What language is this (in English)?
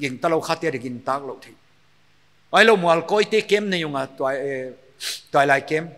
Paite Chin